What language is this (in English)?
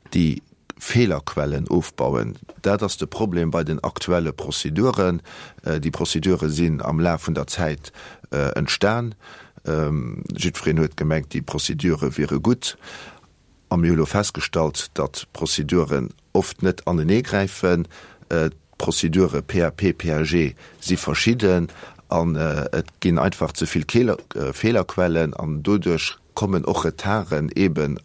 Luxembourgish